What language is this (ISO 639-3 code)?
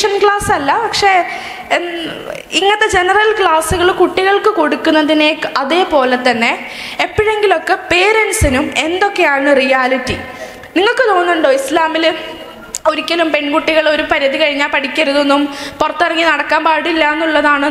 mal